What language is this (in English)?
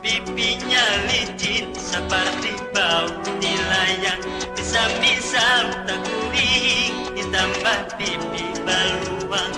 Banjar